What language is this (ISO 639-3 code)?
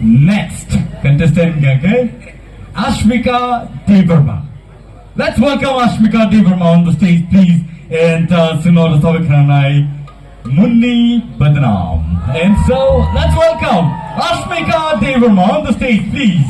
trp